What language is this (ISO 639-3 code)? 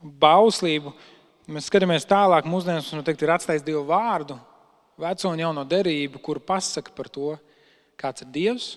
lav